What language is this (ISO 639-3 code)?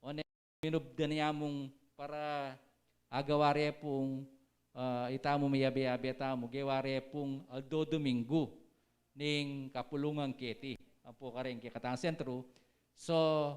pam